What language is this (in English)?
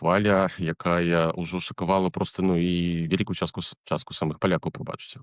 Belarusian